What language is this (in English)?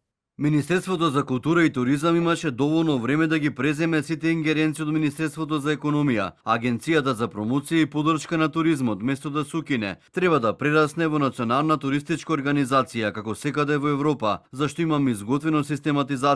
Macedonian